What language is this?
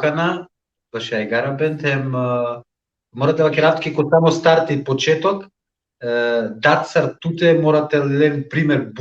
Balkan Romani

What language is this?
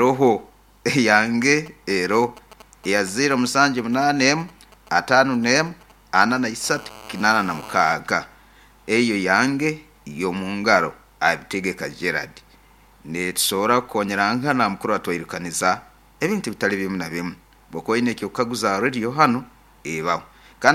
Nyoro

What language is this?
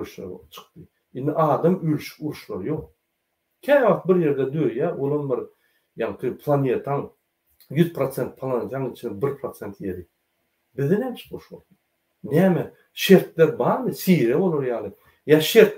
Turkmen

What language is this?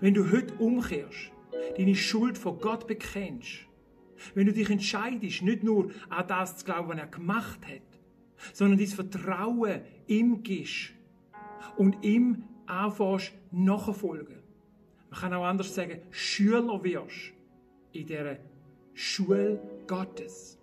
Swiss German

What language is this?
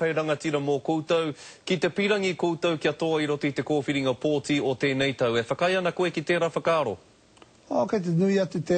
Māori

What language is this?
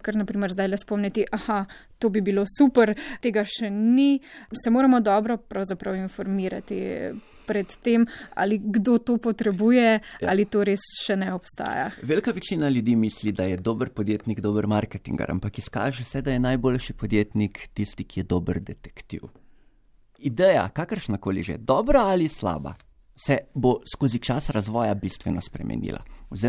Slovenian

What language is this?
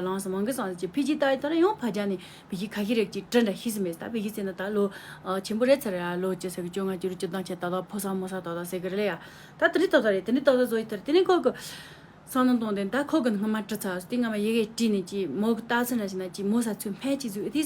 Tibetan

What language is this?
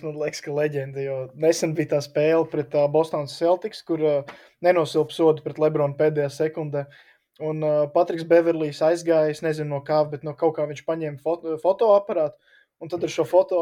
Latvian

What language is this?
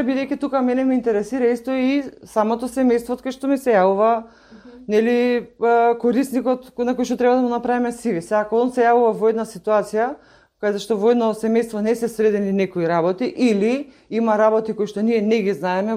Macedonian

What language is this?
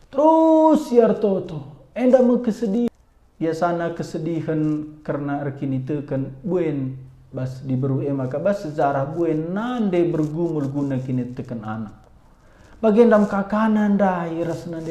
Batak Karo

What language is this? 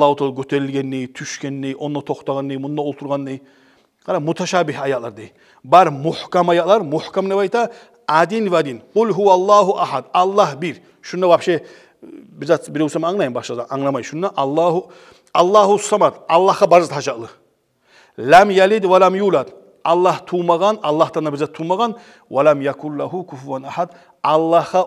Kumyk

